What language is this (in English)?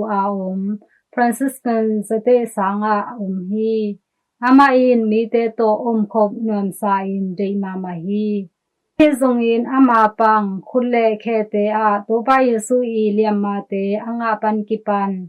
Tedim Chin